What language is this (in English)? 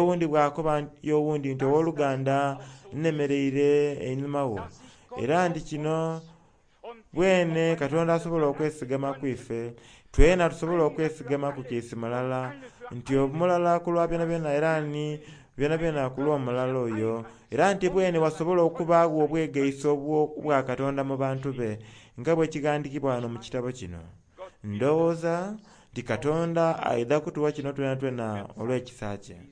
Soga